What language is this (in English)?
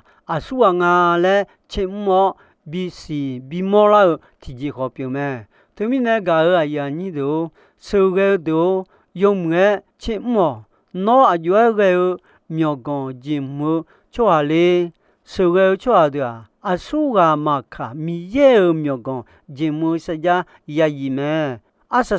Akha